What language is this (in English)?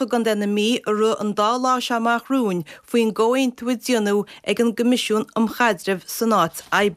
Irish